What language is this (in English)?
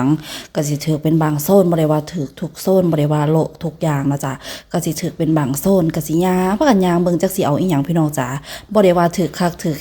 Lao